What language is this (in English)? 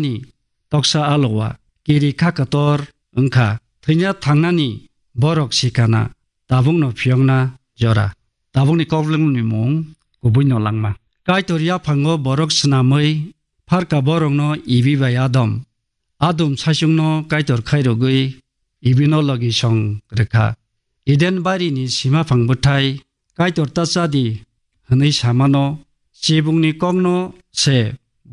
Kok Borok